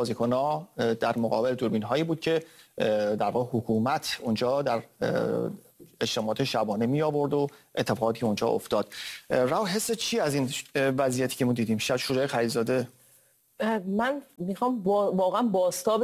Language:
Persian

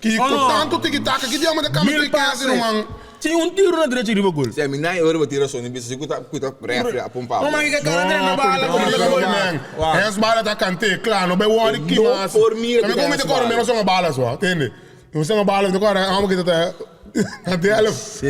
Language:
Papiamento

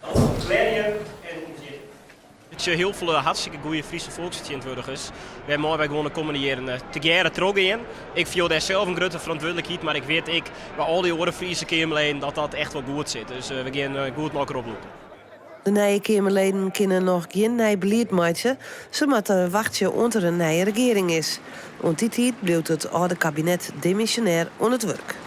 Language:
Western Frisian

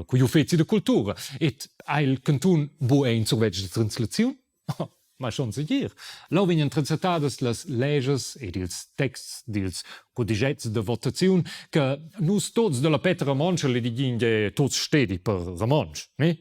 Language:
Romansh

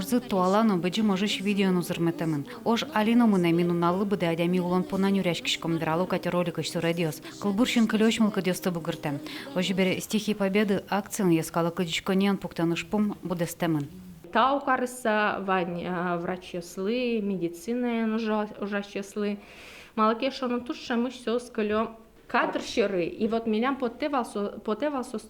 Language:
Udmurt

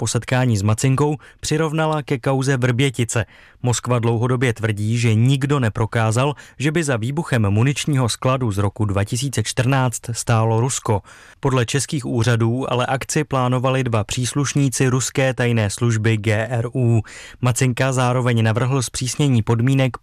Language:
Czech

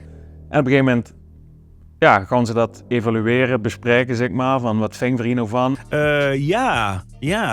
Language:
Limburgish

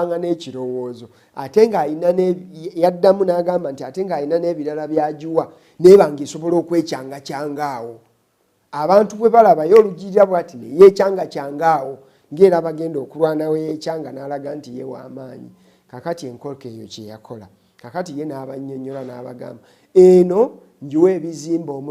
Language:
Ganda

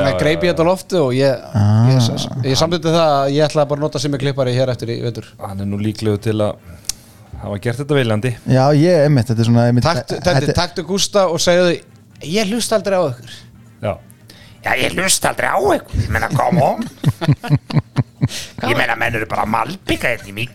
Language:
Icelandic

